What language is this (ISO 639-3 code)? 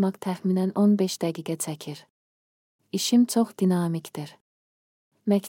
aze